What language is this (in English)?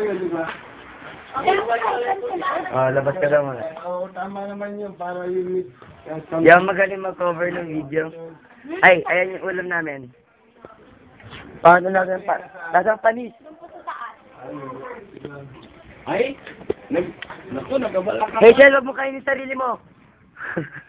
Filipino